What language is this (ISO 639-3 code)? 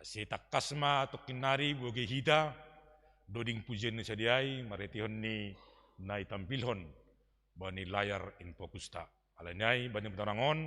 bts